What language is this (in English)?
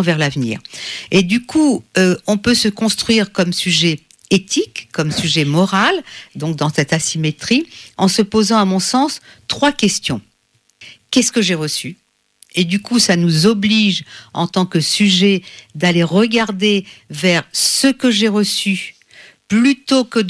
French